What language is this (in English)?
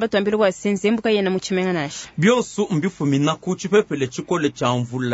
Luba-Lulua